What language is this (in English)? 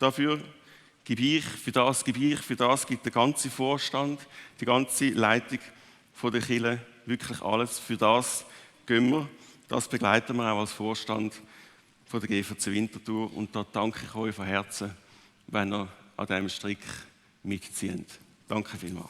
Swiss German